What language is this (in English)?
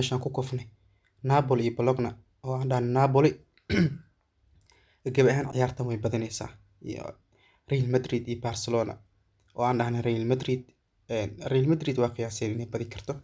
Somali